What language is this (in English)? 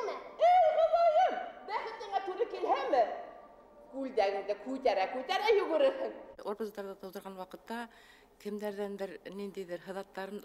Bashkir